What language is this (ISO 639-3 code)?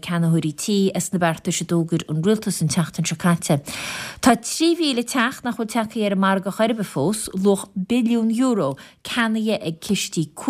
gle